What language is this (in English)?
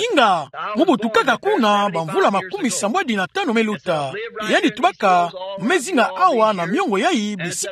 Kituba (Democratic Republic of Congo)